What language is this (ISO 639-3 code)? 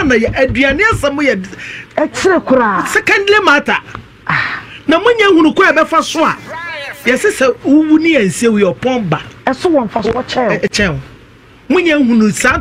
aka